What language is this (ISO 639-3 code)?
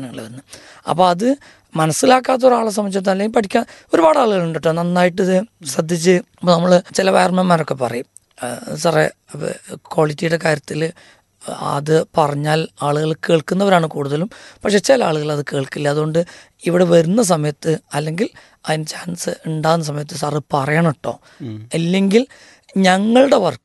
mal